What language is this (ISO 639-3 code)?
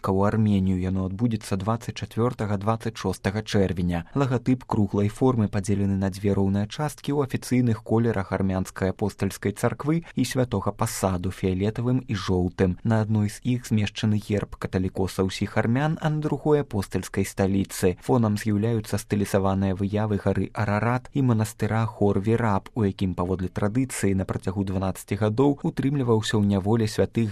bel